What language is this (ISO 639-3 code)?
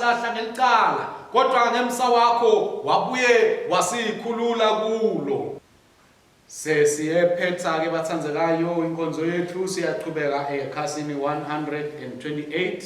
ssw